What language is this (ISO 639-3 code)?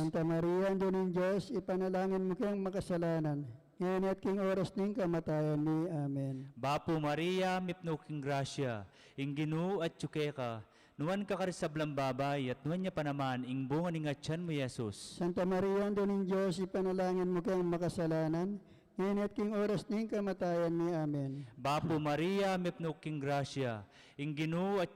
pam